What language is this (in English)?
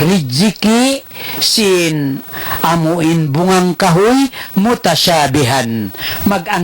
Tausug